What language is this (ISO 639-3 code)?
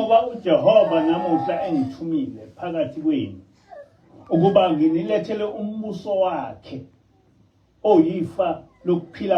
zul